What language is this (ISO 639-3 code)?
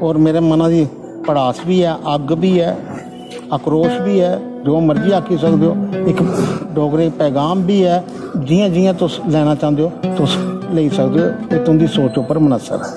doi